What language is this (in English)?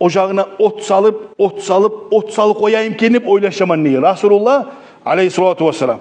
Kumyk